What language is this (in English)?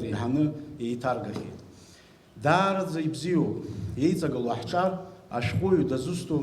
Abkhazian